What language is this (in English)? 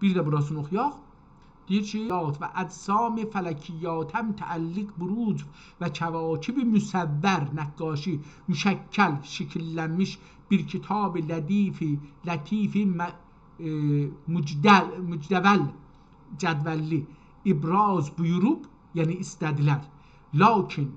South Azerbaijani